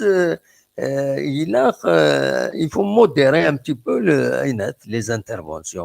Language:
Kabyle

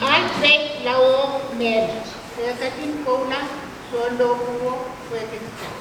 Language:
Pohnpeian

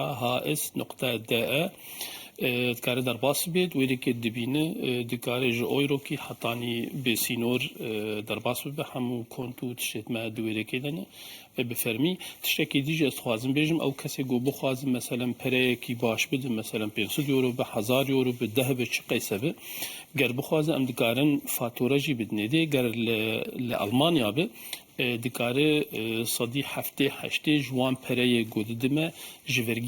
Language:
Kurdish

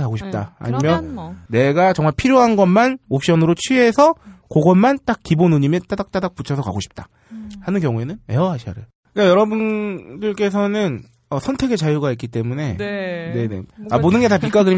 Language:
Korean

